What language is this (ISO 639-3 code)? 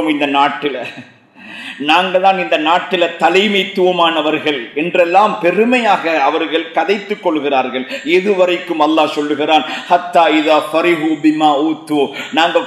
tam